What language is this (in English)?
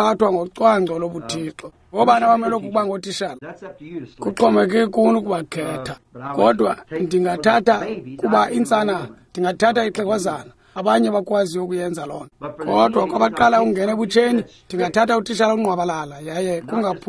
Xhosa